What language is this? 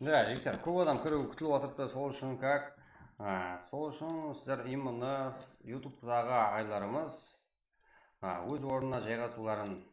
Kara-Kalpak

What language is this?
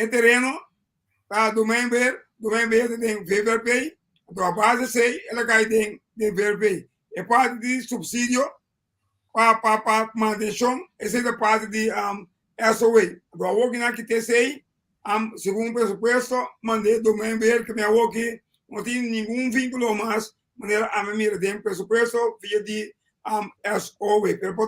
Papiamento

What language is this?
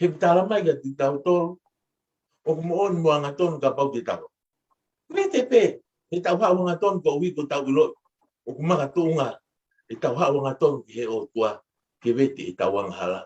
Tongan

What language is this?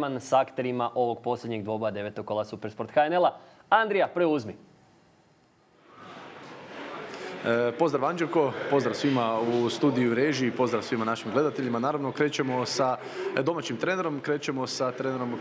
Croatian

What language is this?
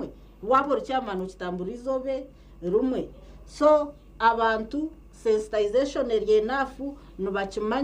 Nyankole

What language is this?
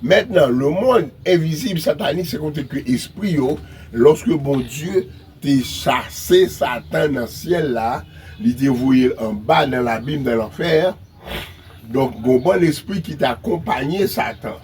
Haitian Creole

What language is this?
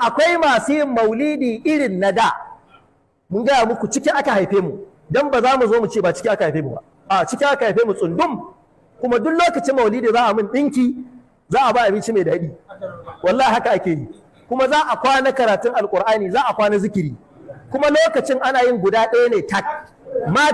Hausa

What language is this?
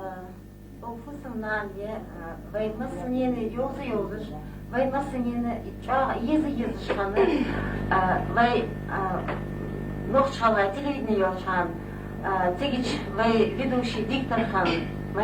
Ingush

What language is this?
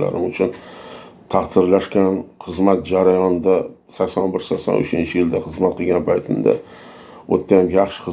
Uzbek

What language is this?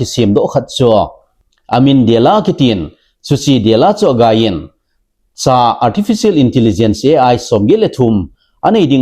Thado Chin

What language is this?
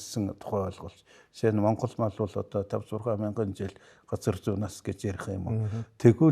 Mongolian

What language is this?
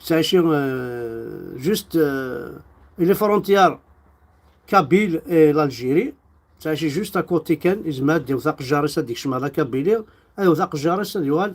Kabyle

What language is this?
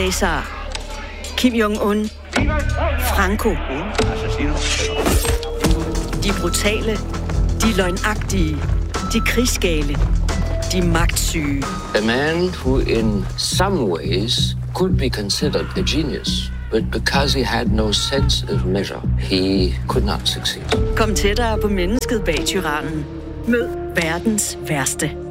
Danish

